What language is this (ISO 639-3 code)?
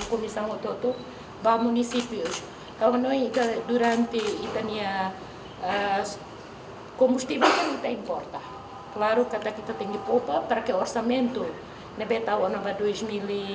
tet